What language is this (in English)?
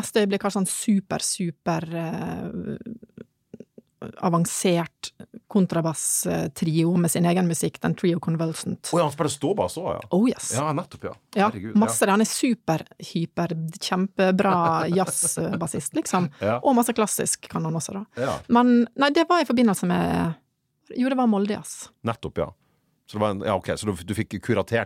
Norwegian